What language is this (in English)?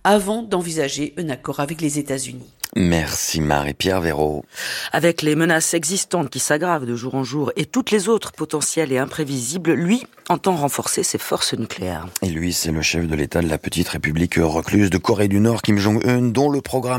French